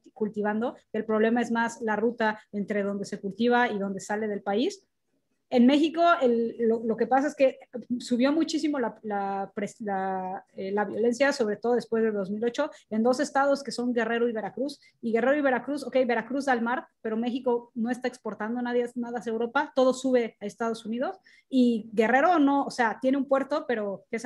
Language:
Spanish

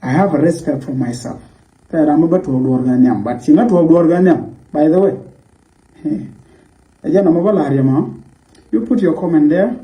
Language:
Nuer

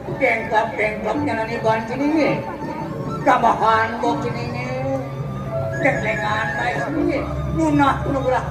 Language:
Balinese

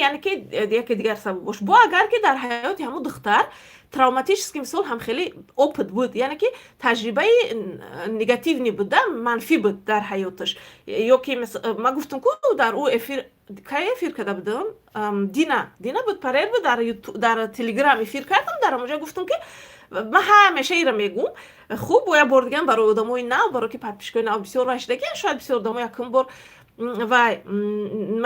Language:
Tajik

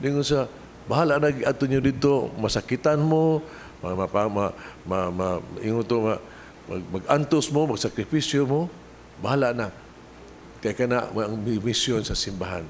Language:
Cebuano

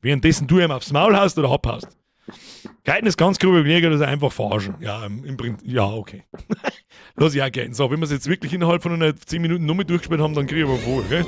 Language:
Bavarian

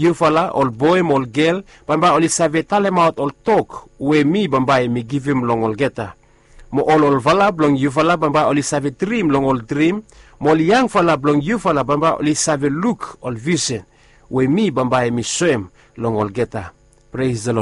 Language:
Bislama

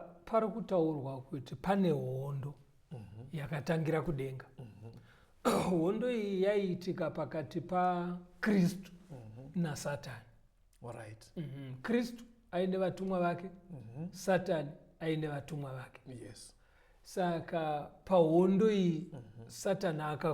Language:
Shona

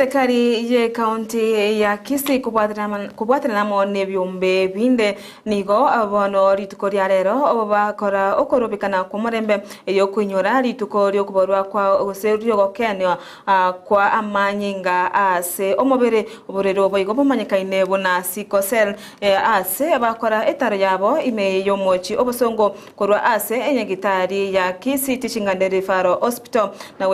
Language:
Gusii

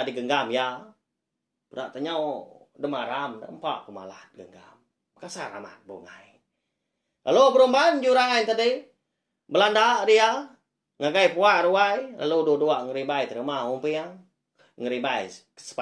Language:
Iban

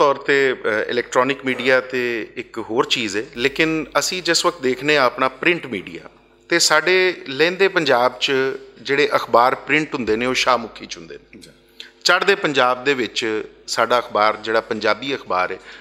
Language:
Western Panjabi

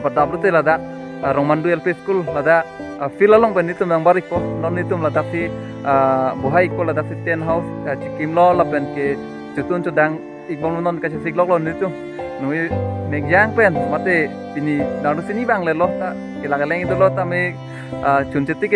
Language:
Karbi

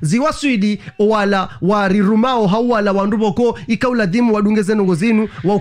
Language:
Ngazidja Comorian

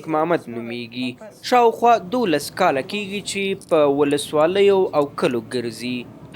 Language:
Pashto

